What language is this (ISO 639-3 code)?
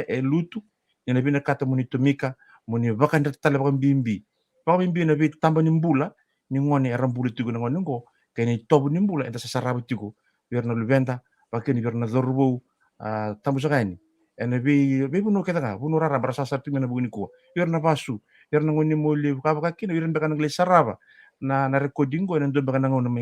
fij